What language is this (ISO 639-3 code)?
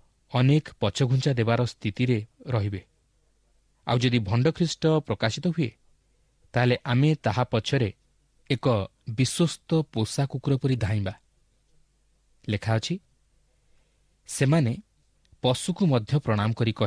ori